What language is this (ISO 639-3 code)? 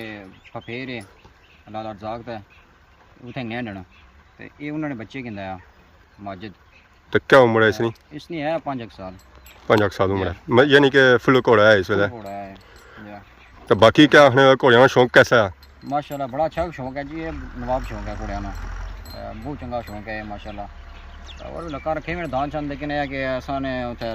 phr